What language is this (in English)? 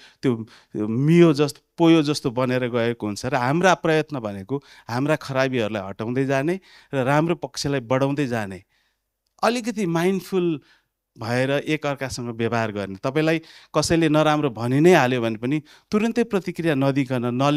Nepali